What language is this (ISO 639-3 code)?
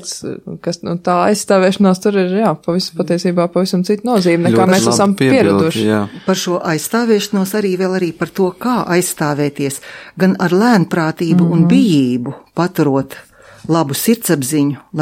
lav